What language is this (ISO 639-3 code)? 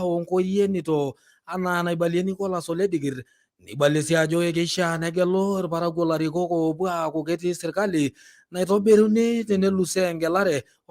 mas